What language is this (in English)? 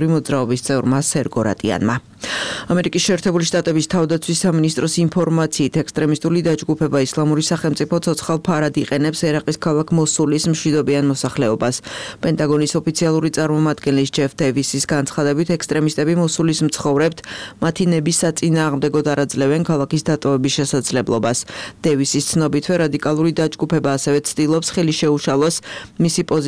Georgian